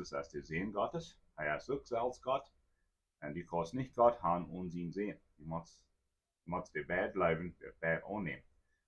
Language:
Plautdietsch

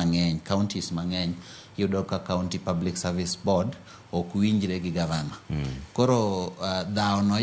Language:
Luo (Kenya and Tanzania)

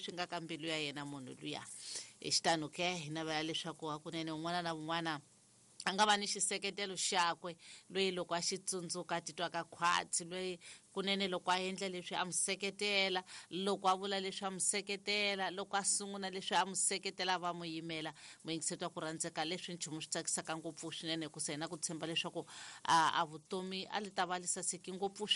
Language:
Tsonga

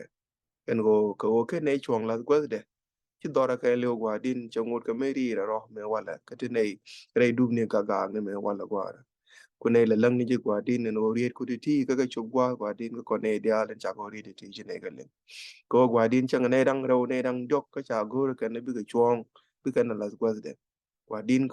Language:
Nuer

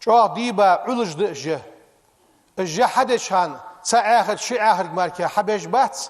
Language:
Ingush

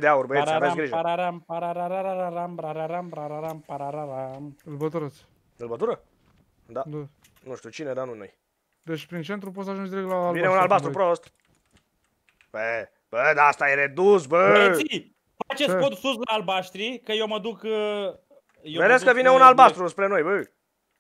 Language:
Romanian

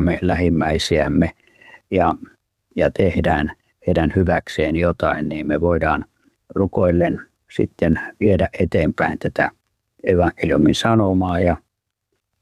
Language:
Finnish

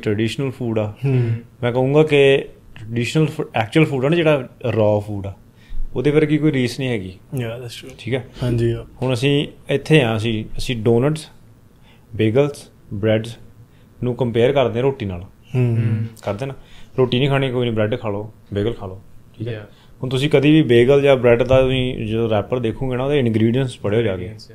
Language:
Punjabi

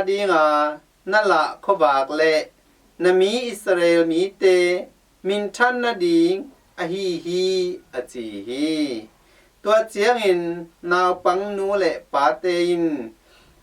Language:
Tedim Chin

